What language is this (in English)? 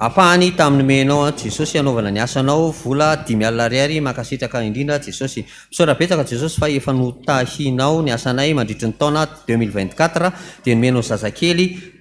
Malagasy